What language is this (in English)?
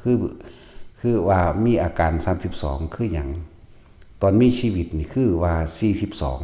Northeastern Thai